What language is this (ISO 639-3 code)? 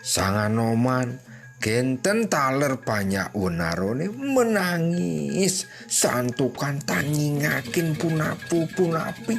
ban